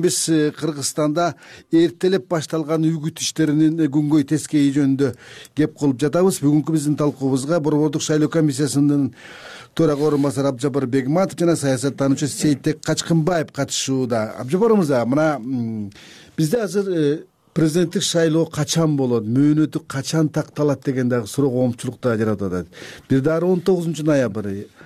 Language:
Kyrgyz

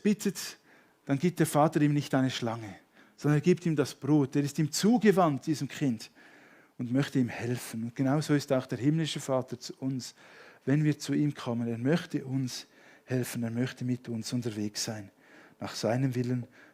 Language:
Swiss German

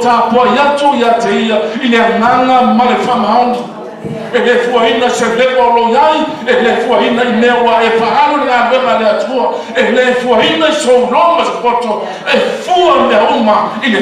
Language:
Samoan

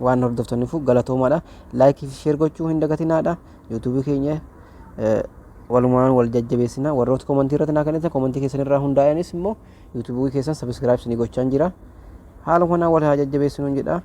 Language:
Oromo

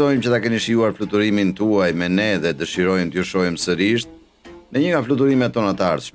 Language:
Albanian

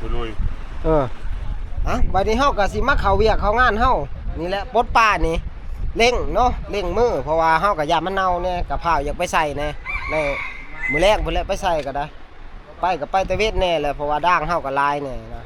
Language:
Northeastern Thai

